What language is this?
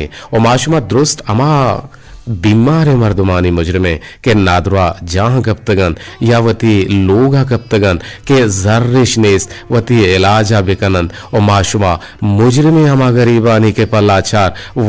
Eastern Balochi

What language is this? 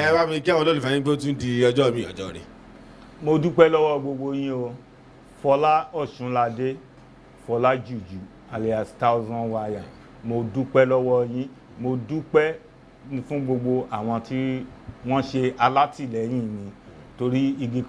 Yoruba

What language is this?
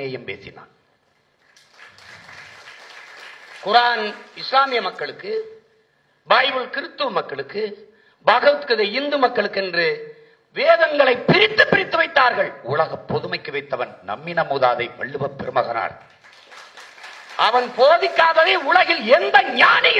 Tamil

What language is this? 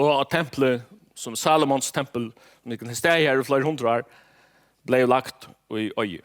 Faroese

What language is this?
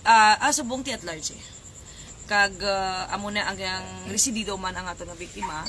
Hiligaynon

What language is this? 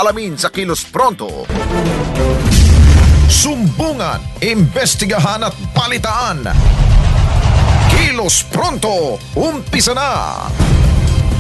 Filipino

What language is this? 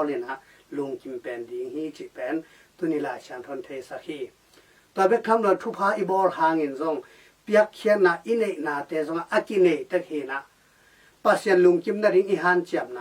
Tedim Chin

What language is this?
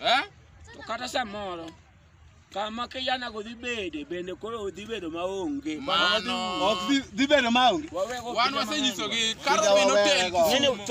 Luo (Kenya and Tanzania)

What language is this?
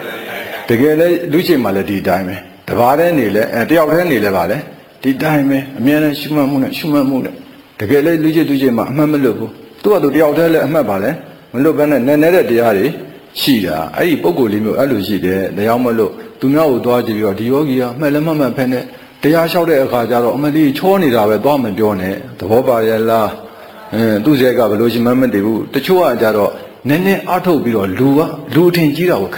Burmese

